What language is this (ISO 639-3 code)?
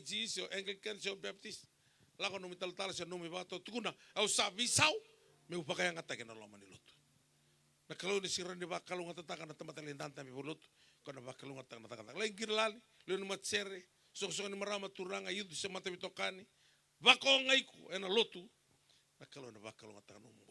fij